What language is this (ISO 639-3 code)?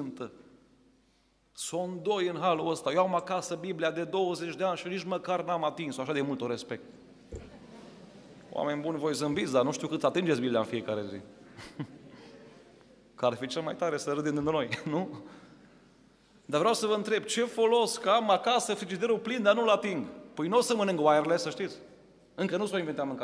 ron